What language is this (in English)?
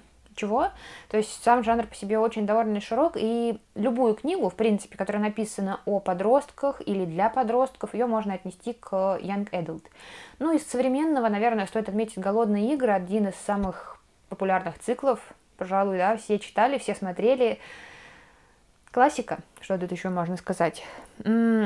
Russian